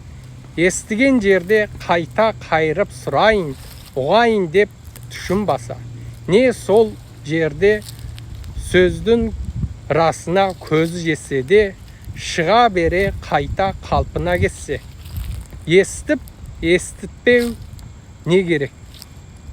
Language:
Kazakh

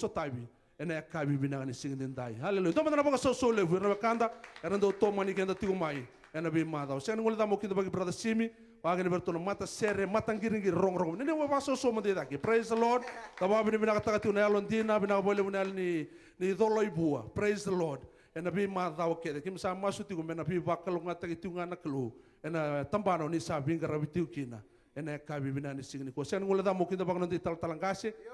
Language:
Fijian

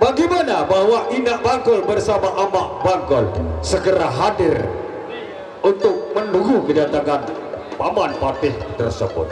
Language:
Sasak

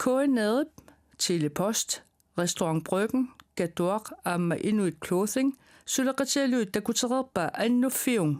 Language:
Kalaallisut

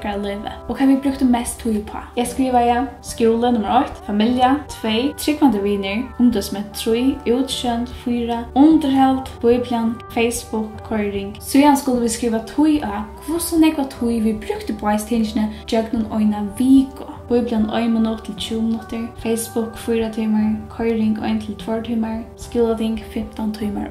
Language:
Faroese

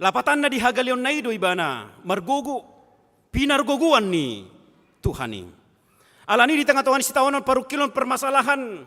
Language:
Batak Toba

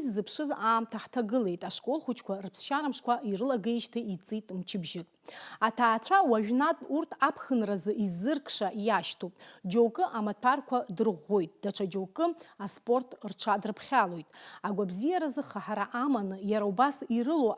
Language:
Abkhazian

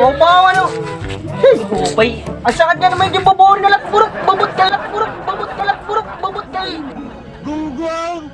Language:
Waray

